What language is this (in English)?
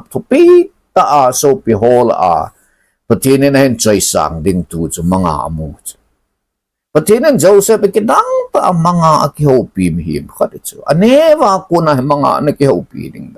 Thado Chin